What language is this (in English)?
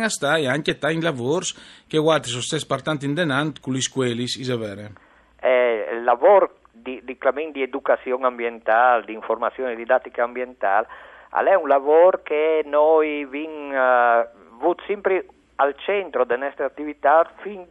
Friulian